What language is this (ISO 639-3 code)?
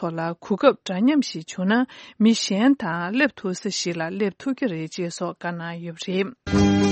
bod